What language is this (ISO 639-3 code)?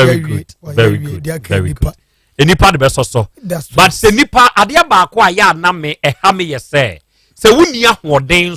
aka